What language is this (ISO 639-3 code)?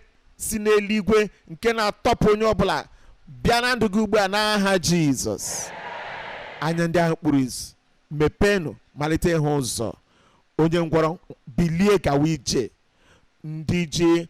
ibo